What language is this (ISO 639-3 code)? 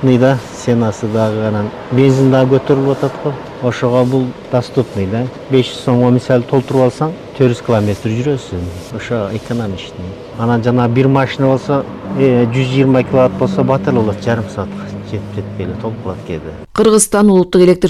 kir